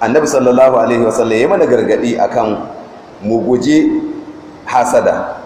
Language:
Hausa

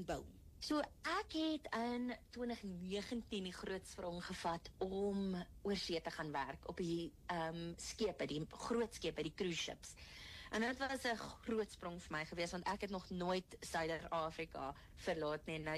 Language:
Afrikaans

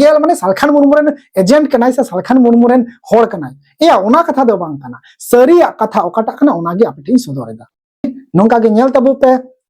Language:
Santali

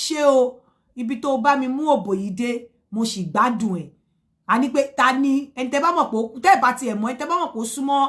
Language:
Yoruba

